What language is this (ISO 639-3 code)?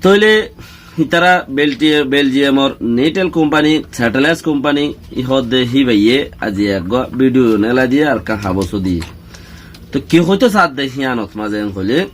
rhg